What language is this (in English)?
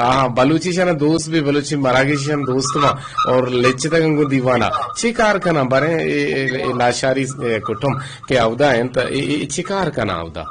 Eastern Balochi